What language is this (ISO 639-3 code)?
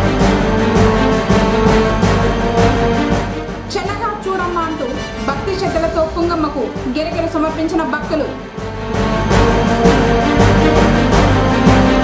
tel